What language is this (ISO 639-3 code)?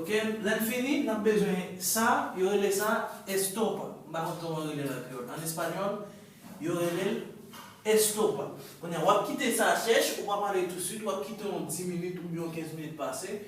hat